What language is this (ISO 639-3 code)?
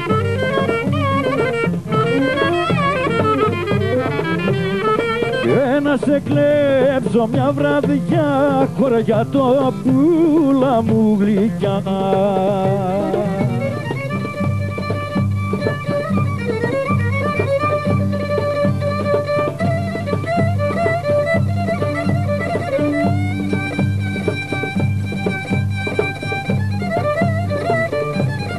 ell